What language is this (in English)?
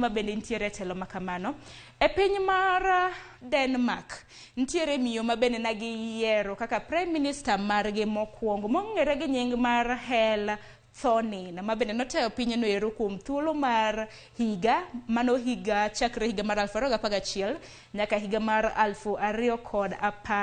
Luo (Kenya and Tanzania)